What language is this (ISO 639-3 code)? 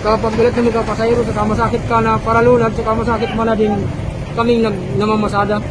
bik